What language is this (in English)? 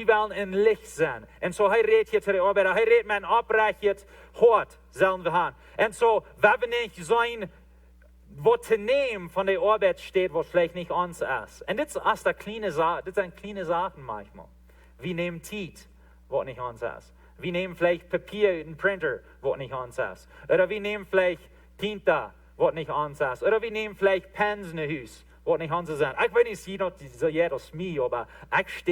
Plautdietsch